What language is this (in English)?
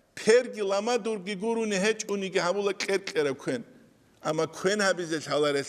Avaric